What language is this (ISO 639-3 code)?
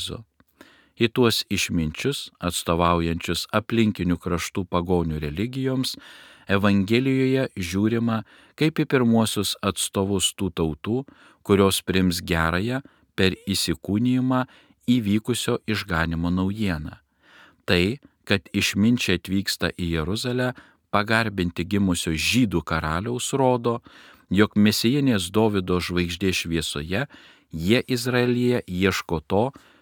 lit